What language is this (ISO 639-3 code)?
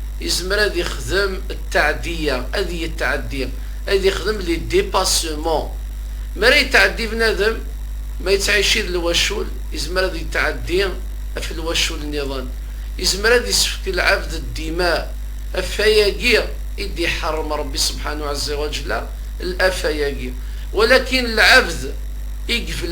kab